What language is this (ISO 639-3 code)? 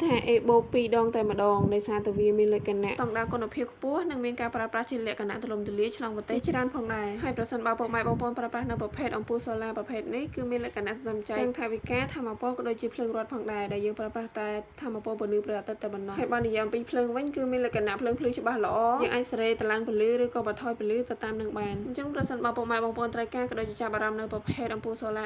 khm